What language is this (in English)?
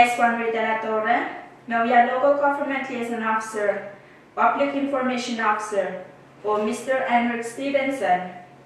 Pohnpeian